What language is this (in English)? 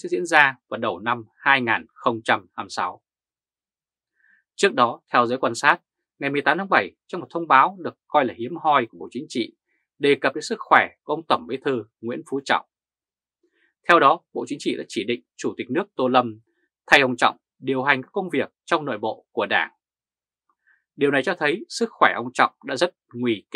Vietnamese